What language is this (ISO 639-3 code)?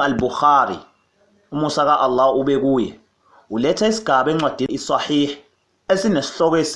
zul